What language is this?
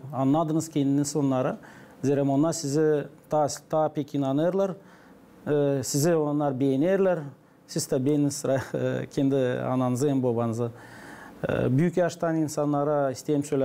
Gagauz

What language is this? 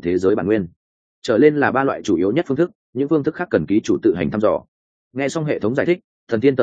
Vietnamese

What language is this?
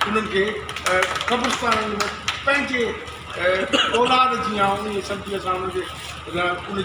Sindhi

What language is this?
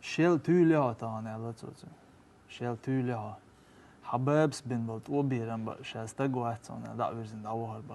Chechen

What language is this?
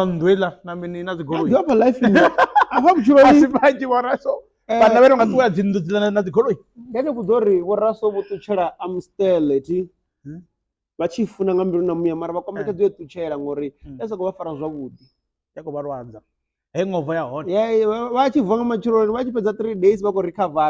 Venda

